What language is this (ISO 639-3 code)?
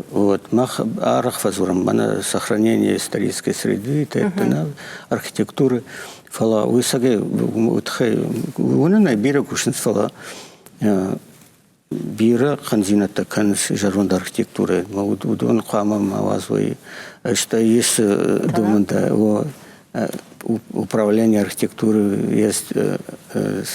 oss